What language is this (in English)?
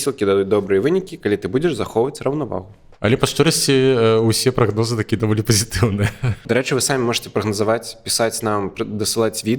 Belarusian